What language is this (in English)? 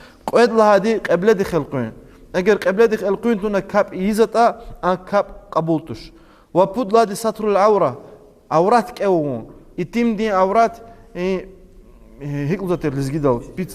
Lezghian